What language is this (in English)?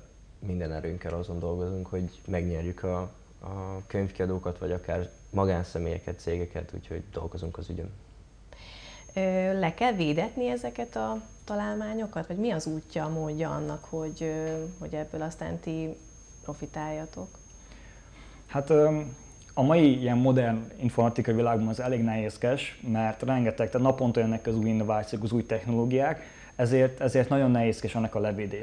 Hungarian